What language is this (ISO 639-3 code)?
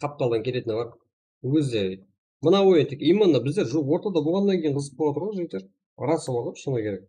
kaa